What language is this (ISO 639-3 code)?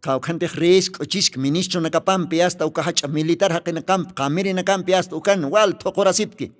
aym